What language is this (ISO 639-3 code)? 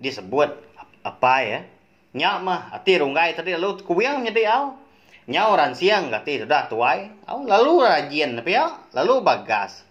iba